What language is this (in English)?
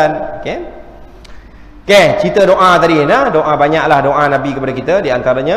Malay